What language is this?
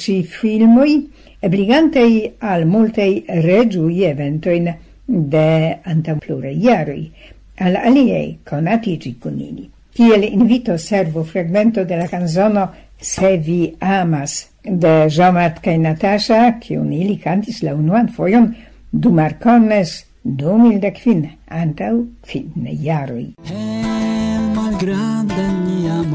Esperanto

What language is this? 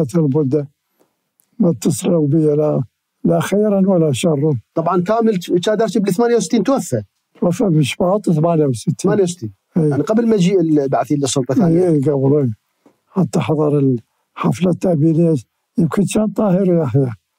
Mesopotamian Arabic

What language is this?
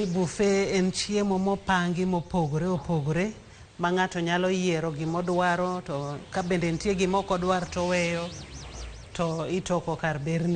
Luo (Kenya and Tanzania)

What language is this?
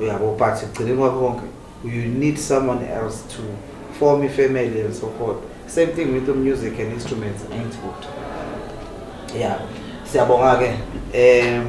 Zulu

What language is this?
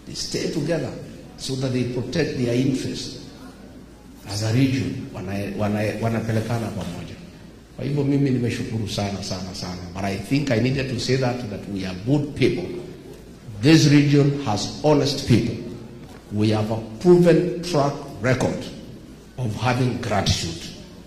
Swahili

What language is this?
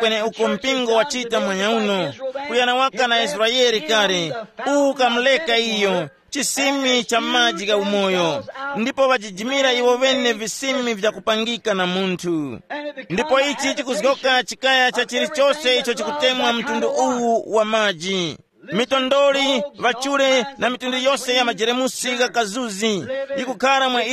Tumbuka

